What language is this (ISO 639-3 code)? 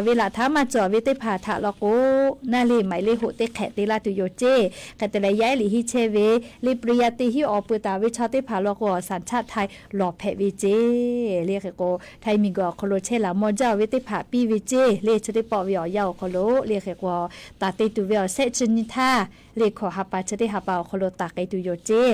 lhu